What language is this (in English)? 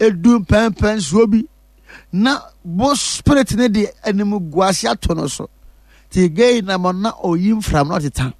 Akan